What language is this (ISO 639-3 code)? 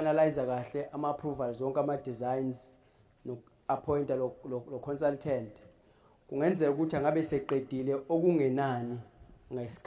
zul